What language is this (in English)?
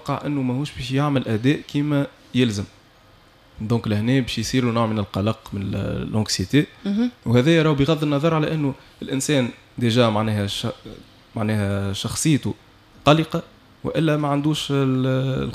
Tunisian Arabic